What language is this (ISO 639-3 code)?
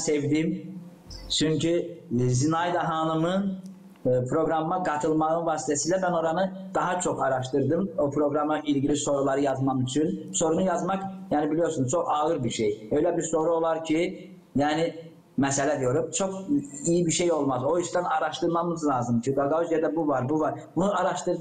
gag